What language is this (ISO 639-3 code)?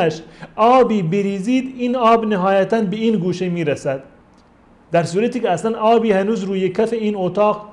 fas